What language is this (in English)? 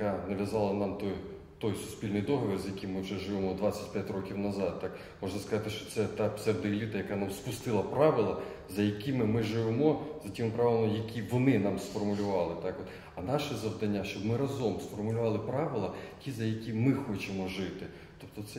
Ukrainian